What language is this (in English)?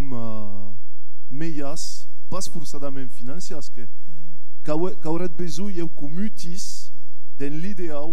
Occitan